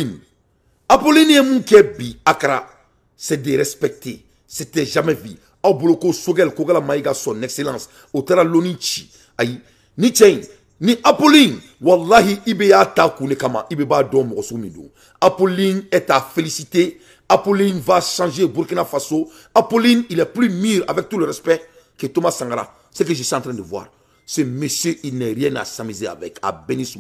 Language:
Bambara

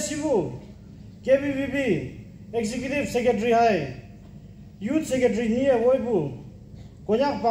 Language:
Naga Pidgin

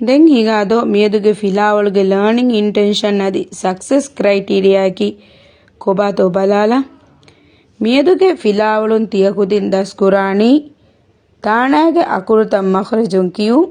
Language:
Divehi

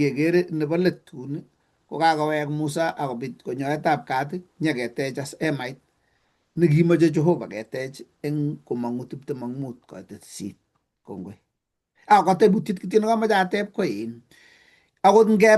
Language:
Kalenjin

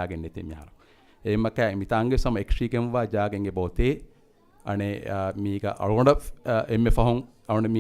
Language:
Divehi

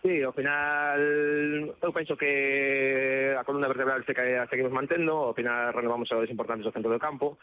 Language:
Galician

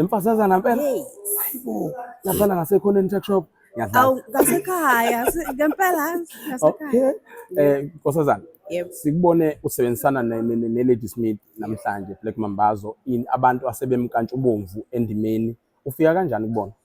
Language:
Zulu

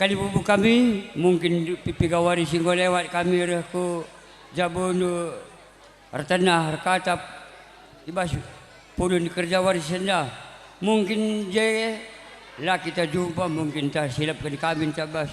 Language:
Batak Karo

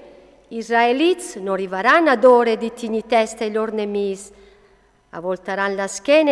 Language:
Friulian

